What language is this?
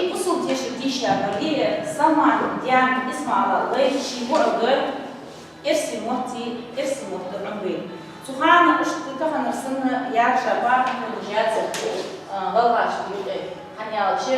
Ingush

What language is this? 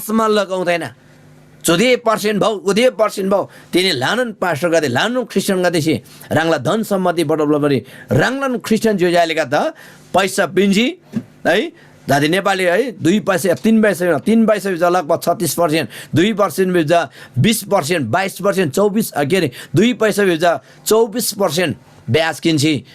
Eastern Tamang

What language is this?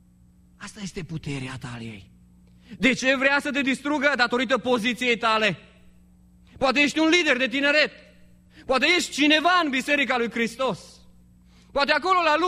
Romanian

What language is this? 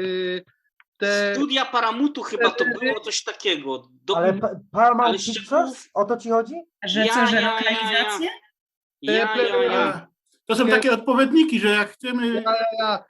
Silesian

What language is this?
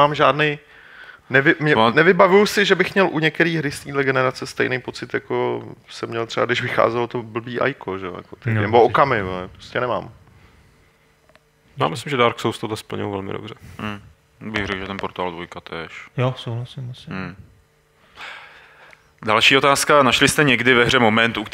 Czech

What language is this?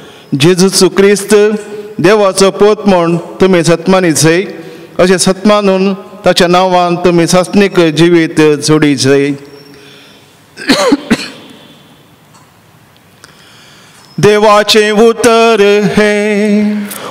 Konkani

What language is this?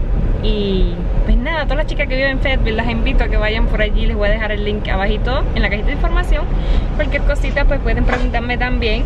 Spanish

